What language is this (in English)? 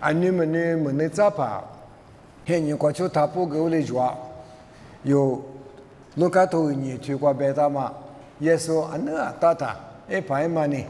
Lisu